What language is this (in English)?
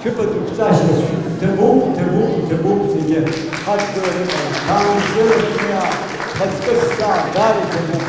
Abkhazian